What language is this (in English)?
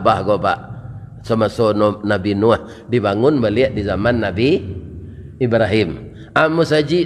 Minangkabau